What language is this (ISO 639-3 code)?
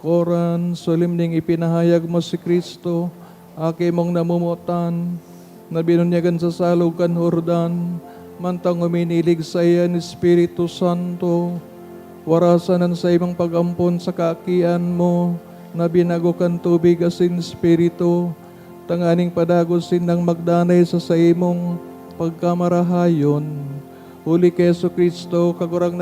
bik